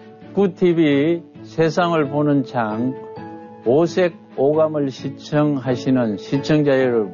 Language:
Korean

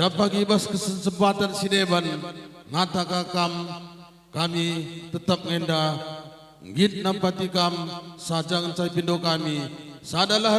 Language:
Batak Karo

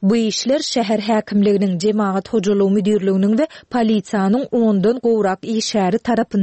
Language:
Turkmen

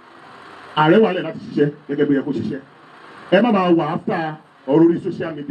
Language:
Yoruba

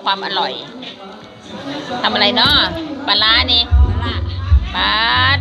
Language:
Lao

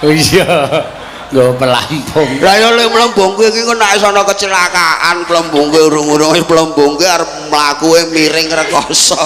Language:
Javanese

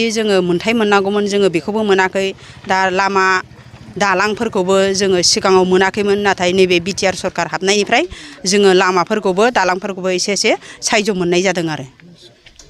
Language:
Bodo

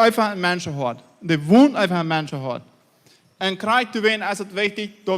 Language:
Plautdietsch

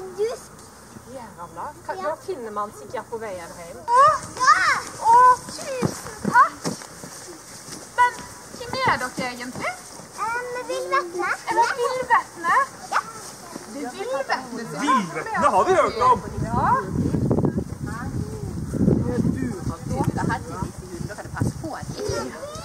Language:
Norwegian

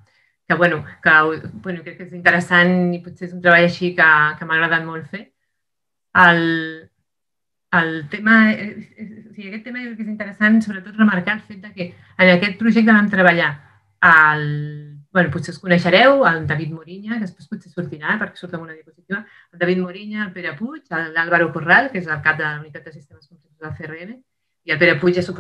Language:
Catalan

